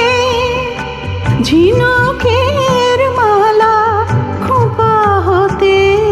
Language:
Bangla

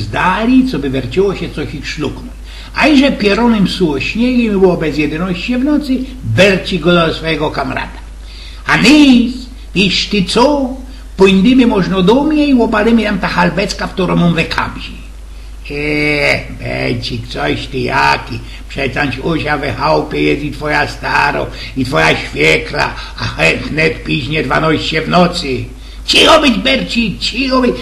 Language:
Silesian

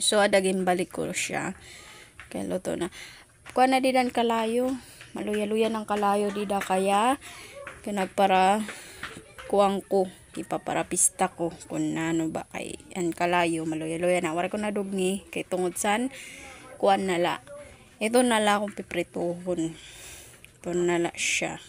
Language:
Waray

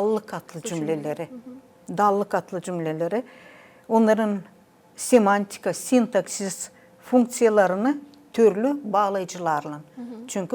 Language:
Gagauz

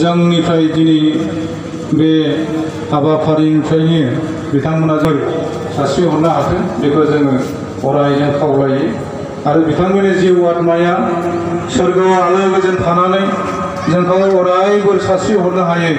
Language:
Bodo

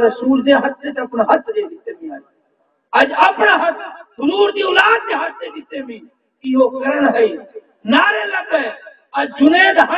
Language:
Saraiki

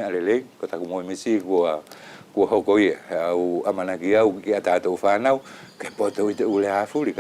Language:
Wallisian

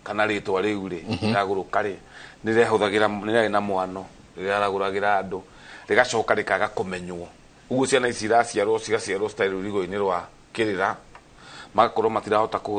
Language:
Kikuyu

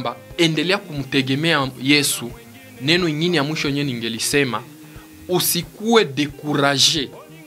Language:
Swahili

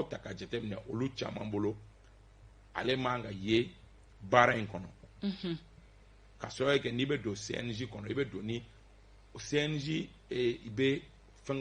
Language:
Bambara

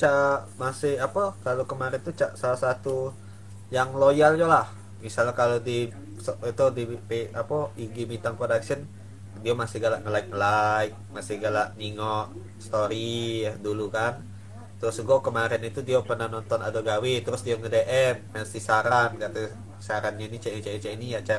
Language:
Musi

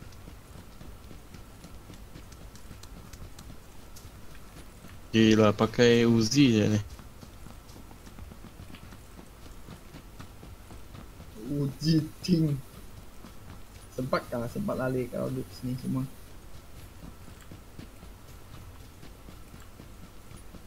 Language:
Malay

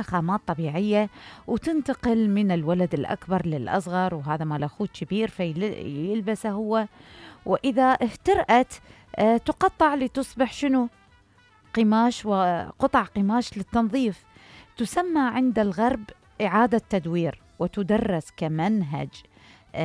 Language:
Mesopotamian Arabic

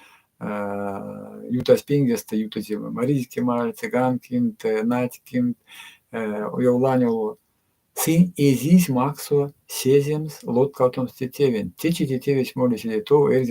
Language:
Erzya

